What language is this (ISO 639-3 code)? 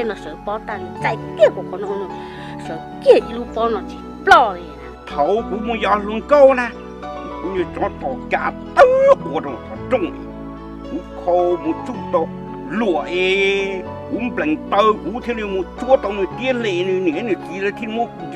hmn